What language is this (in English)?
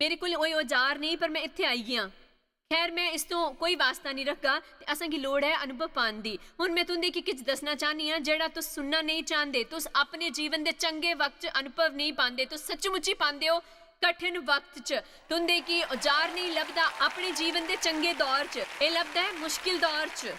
Dogri